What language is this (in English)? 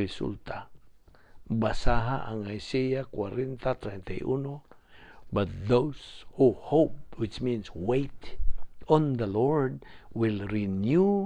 Cebuano